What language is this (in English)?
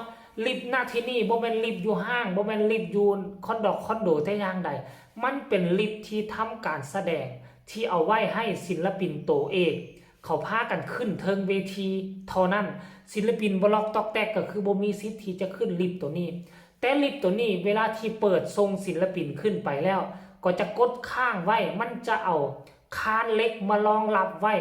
Lao